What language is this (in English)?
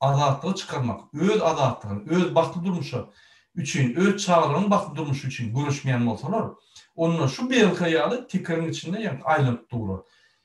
Turkmen